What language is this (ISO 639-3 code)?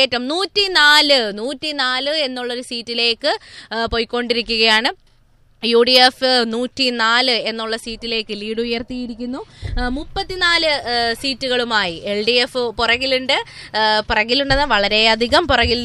mal